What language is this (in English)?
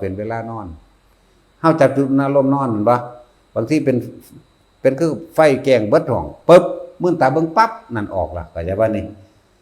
Northeastern Thai